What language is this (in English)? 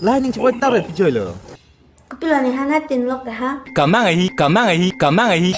Karbi